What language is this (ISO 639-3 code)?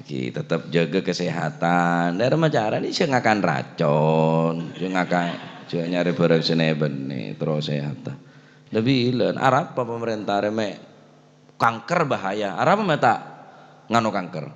mad